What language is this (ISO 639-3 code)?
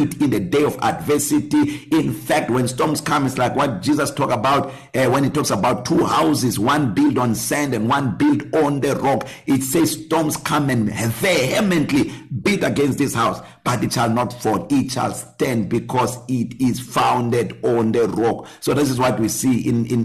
eng